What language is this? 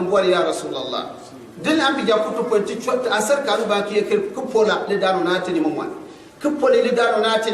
Gourmanchéma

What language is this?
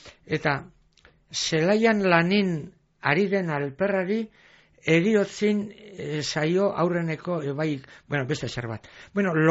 Basque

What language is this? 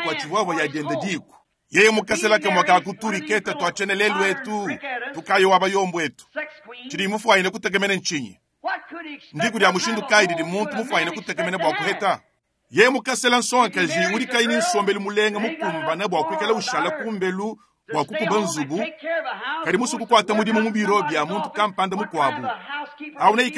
Luba-Lulua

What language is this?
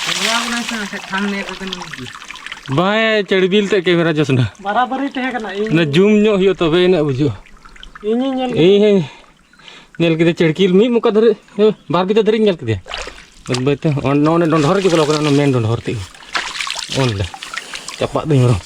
Santali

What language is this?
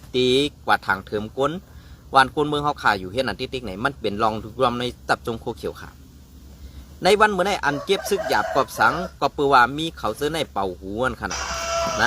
Shan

